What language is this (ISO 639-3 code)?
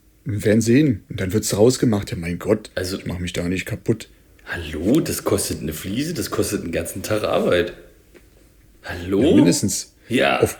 deu